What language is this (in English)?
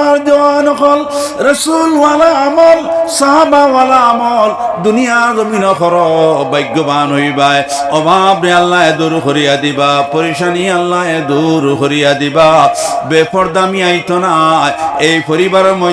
Sylheti